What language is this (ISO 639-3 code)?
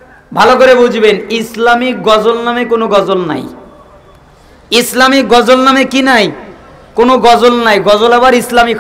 ben